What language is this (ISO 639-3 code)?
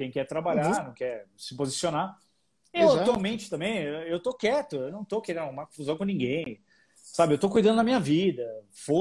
por